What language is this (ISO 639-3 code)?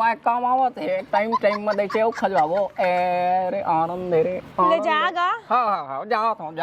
hne